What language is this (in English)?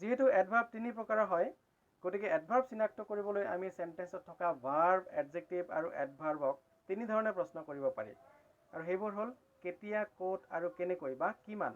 Assamese